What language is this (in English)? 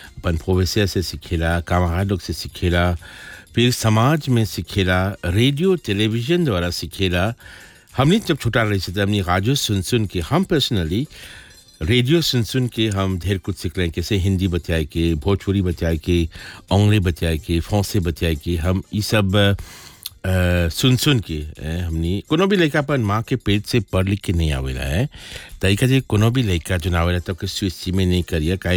Bhojpuri